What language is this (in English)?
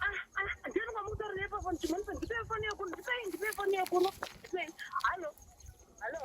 Shona